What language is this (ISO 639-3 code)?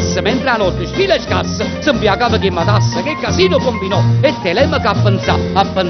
nap